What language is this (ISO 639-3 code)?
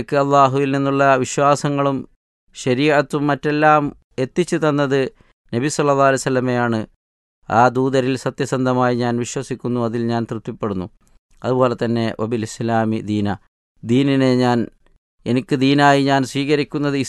mal